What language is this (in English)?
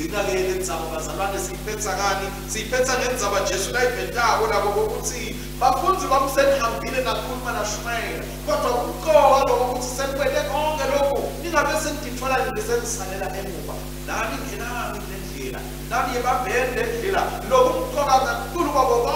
Swati